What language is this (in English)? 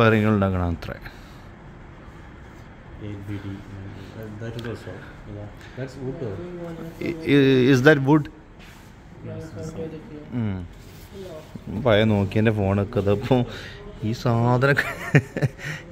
Malayalam